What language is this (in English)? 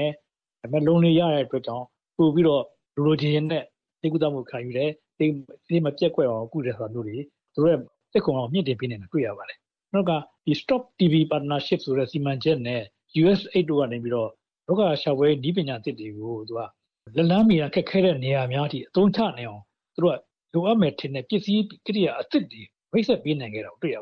Burmese